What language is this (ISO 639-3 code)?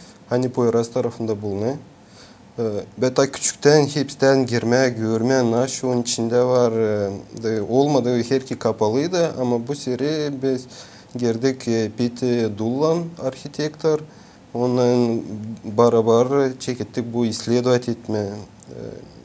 gag